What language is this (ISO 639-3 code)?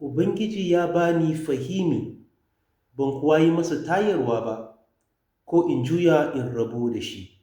hau